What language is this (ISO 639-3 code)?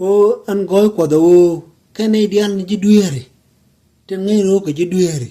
nus